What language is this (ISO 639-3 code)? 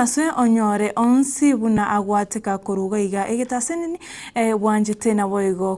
guz